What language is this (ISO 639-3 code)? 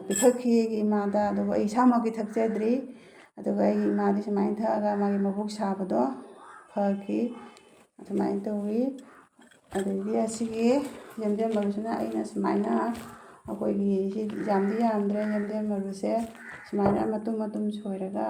mni